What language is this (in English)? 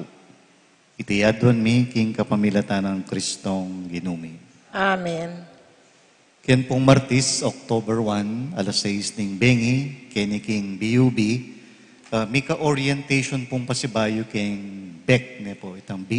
Pampanga